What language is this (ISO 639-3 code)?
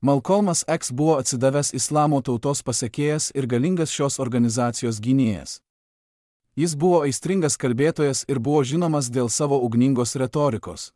lit